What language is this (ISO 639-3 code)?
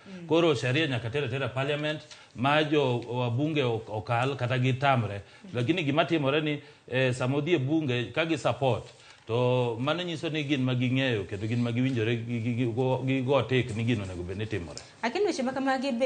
luo